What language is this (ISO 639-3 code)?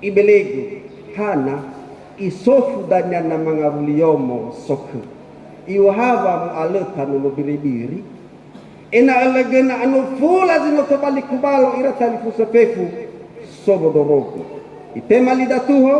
nia